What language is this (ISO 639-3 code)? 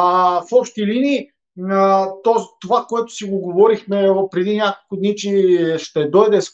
bul